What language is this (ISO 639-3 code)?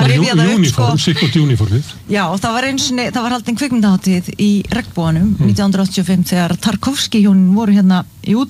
isl